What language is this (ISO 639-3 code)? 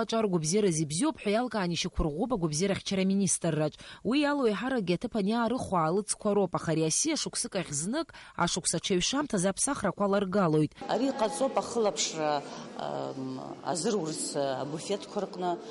abk